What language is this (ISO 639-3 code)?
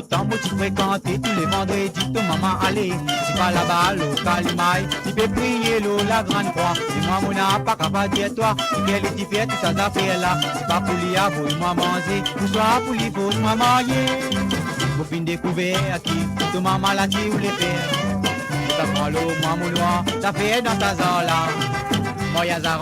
mfe